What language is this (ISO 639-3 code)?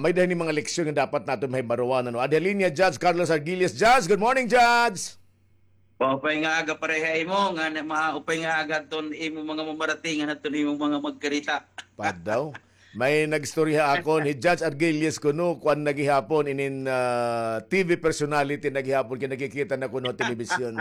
war